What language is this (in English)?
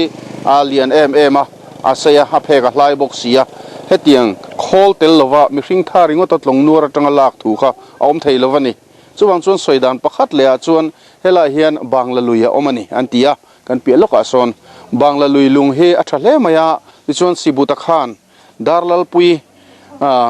Mizo